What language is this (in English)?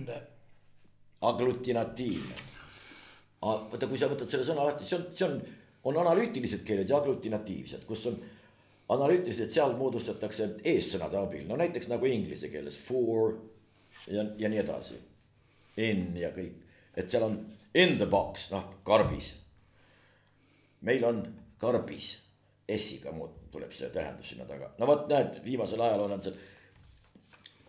Estonian